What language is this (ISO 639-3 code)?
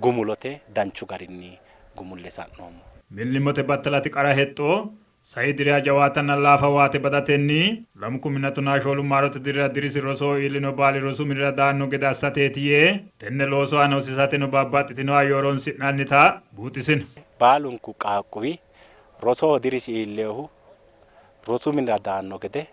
sid